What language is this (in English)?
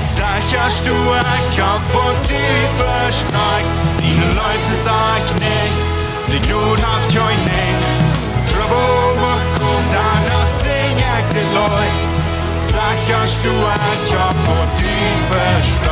Plautdietsch